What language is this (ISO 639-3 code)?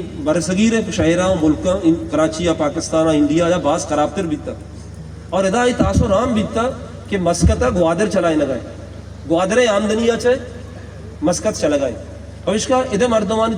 bal